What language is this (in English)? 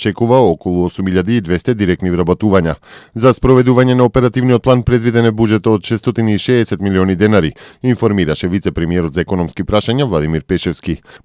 Macedonian